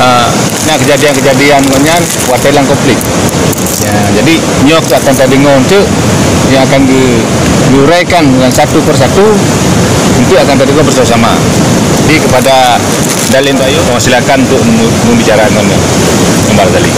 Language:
Achinese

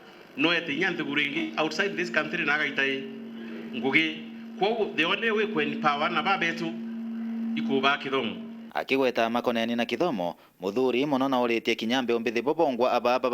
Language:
Meru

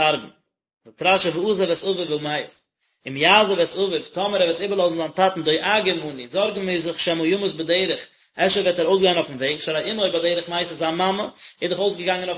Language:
Yiddish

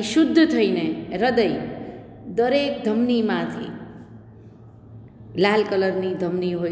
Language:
Gujarati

